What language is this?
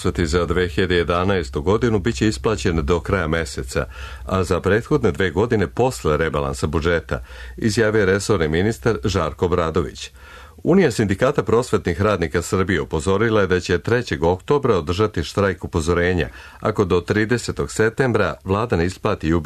Serbian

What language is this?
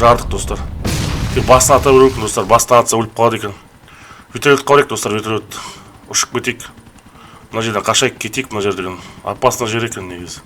Kazakh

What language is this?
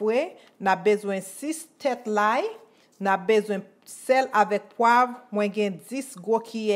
Haitian Creole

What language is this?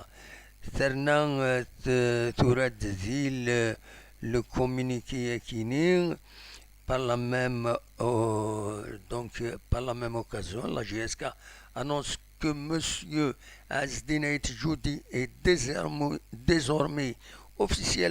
Kabyle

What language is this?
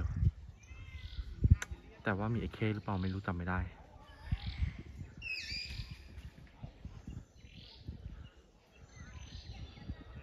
Thai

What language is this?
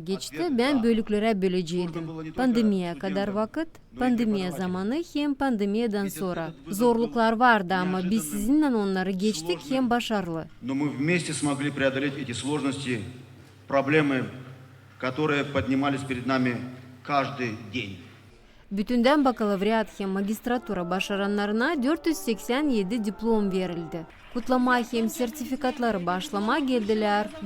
Gagauz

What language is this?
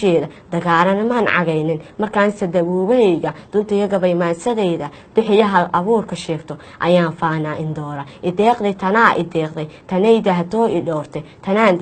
Somali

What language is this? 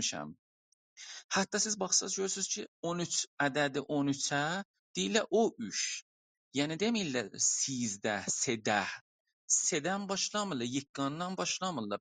South Azerbaijani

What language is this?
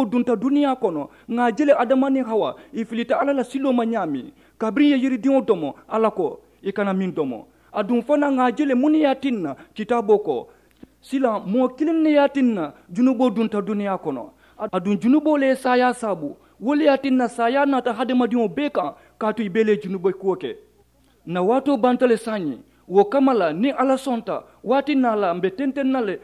Mandingo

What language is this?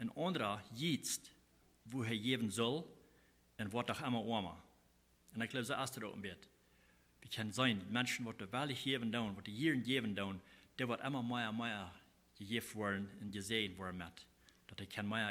Plautdietsch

